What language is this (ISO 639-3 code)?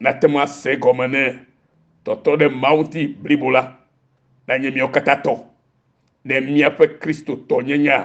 ewe